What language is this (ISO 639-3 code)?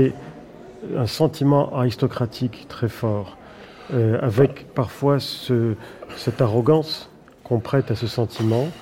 fra